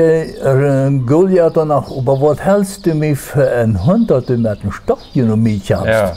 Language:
Plautdietsch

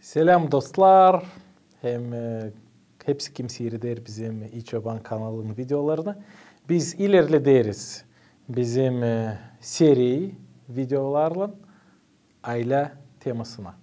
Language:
Gagauz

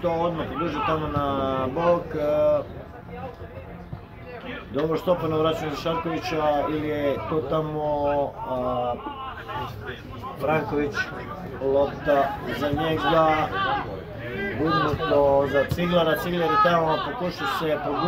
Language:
Croatian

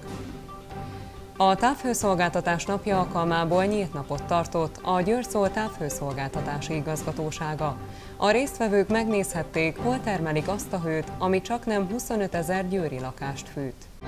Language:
Hungarian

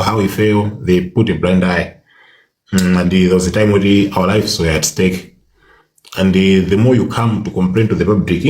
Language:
Nyanja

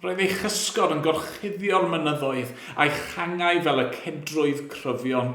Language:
Welsh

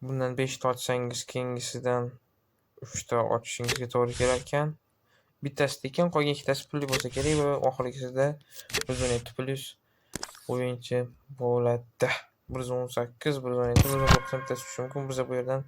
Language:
Uzbek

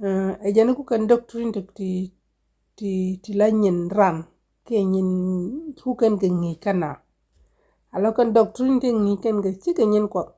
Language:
Nuer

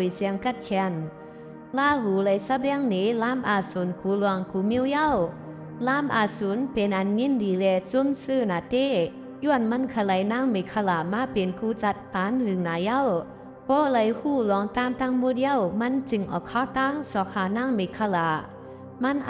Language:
Shan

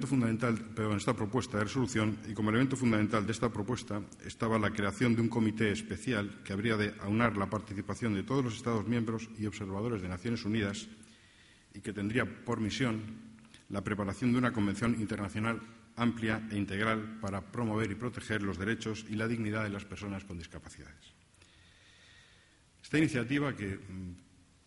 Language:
Spanish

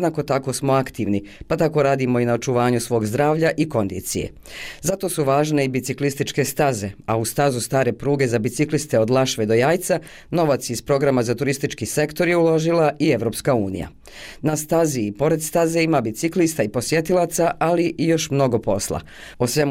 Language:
Bosnian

